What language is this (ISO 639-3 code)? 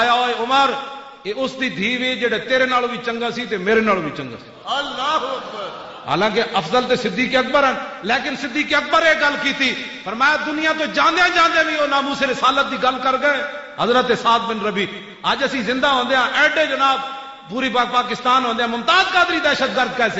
lah